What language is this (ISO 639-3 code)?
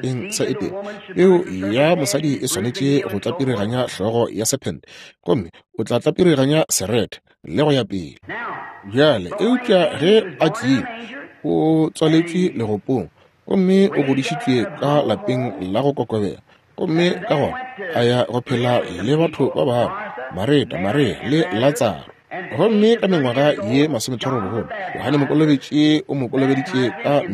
nso